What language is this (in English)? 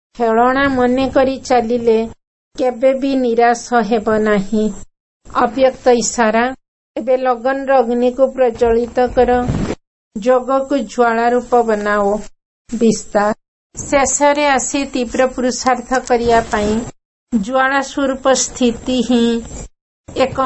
Odia